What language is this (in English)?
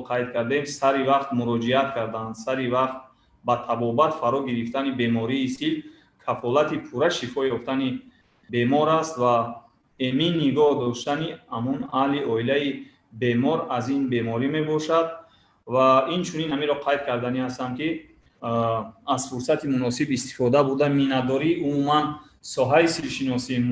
Tajik